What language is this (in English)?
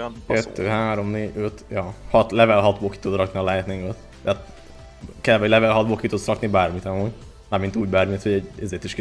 Hungarian